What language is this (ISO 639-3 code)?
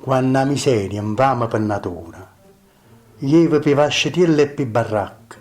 nap